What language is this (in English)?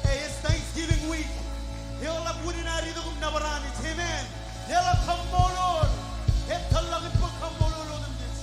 Marshallese